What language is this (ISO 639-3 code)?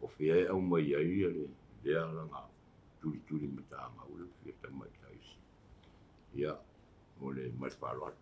smo